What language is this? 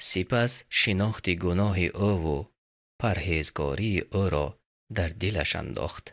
Tajik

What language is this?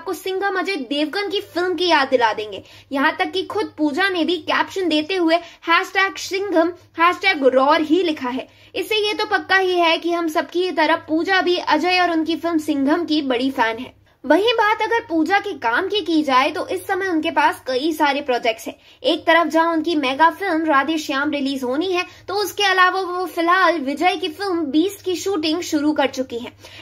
Hindi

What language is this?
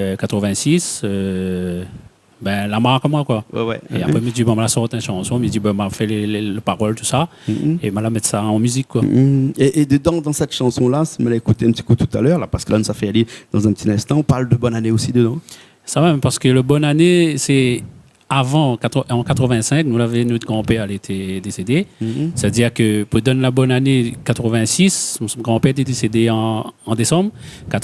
Réunion Creole French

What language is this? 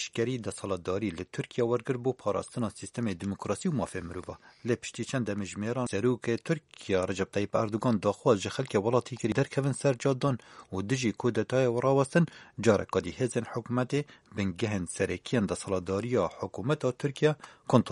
Kurdish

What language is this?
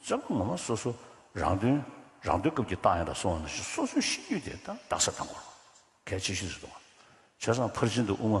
Tibetan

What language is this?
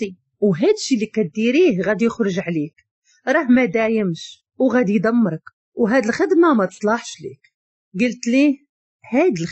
Moroccan Arabic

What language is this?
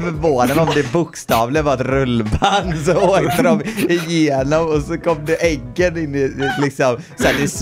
Swedish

